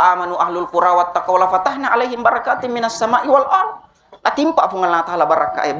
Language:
Buginese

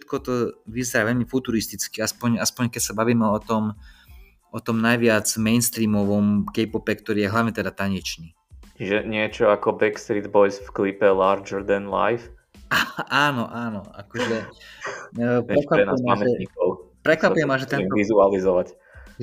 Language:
Slovak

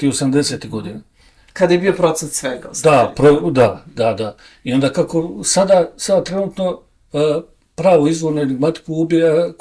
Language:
Bosnian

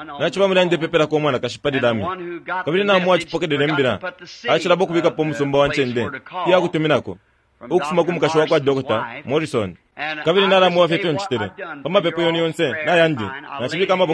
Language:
Bemba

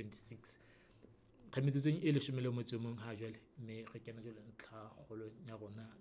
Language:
Southern Sotho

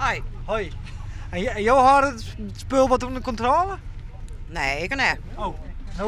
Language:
Western Frisian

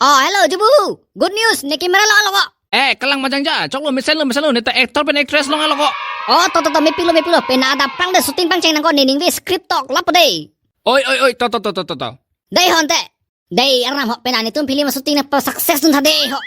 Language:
Karbi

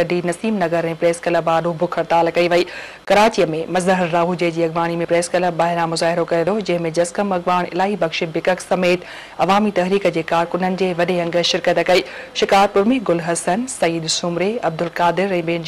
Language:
Sindhi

